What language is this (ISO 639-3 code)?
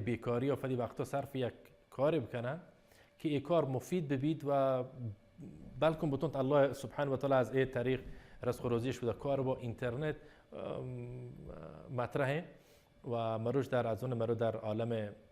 bal